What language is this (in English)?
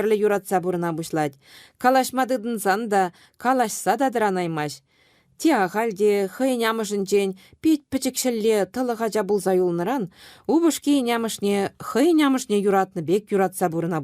Chuvash